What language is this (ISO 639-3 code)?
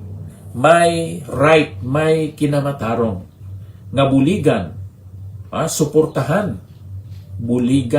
hil